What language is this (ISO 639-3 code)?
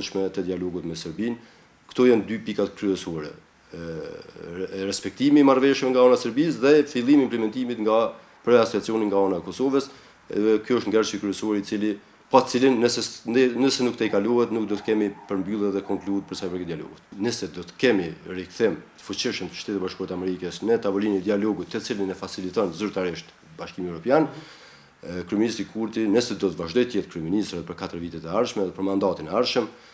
sqi